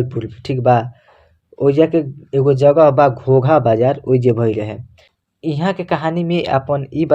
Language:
Bhojpuri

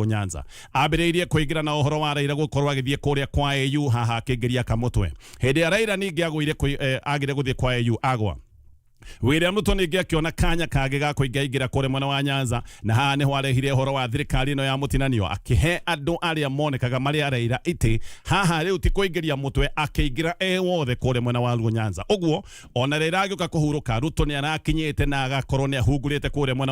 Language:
Kikuyu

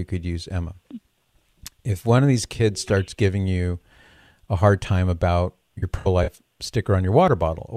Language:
English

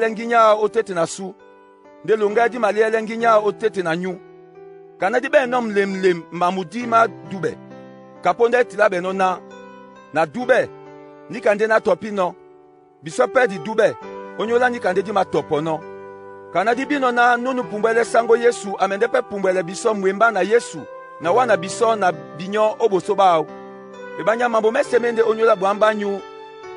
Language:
Duala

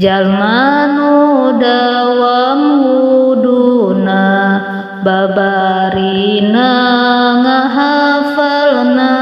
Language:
Sundanese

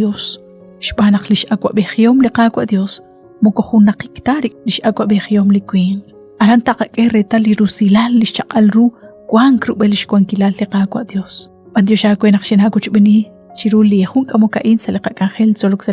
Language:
Kekchí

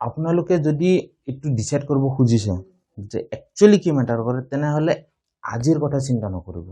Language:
Assamese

